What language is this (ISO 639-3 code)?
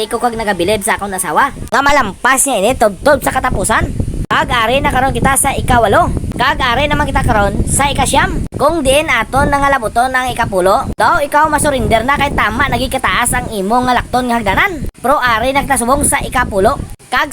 hil